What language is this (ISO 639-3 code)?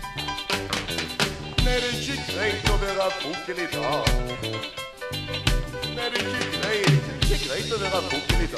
nor